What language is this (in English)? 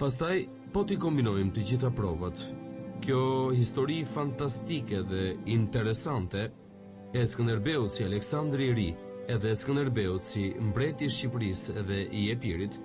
Albanian